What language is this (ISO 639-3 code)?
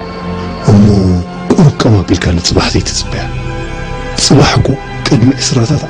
tir